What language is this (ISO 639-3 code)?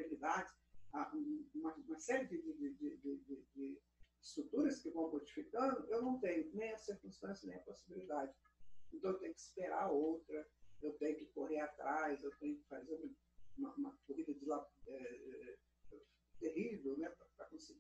por